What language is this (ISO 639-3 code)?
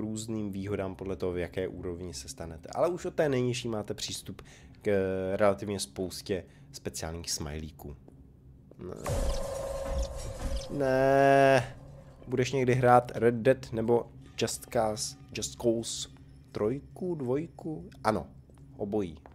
ces